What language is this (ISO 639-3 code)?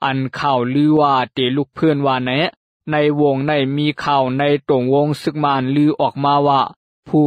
shn